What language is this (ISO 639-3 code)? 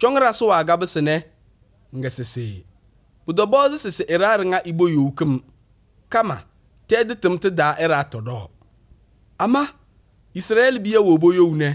eus